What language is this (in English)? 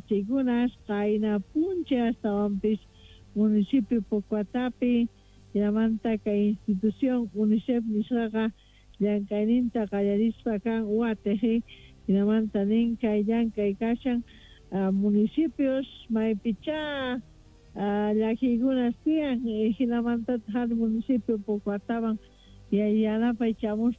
South Bolivian Quechua